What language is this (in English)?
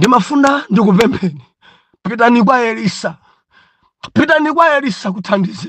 Nyanja